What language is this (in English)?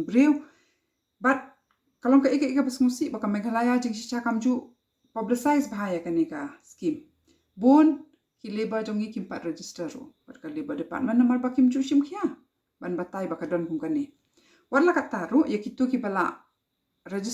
Khasi